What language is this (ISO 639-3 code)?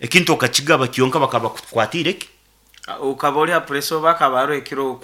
nyn